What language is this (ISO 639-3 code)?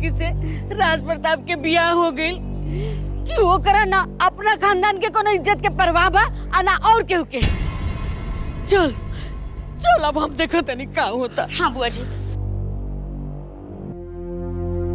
bho